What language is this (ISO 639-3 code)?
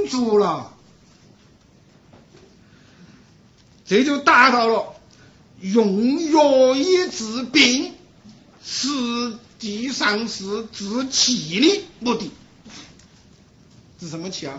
zho